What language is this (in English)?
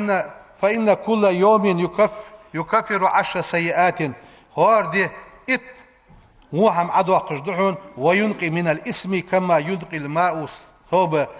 Ingush